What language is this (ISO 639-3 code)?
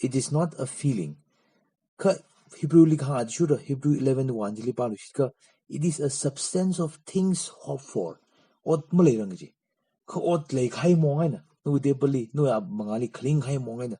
nmf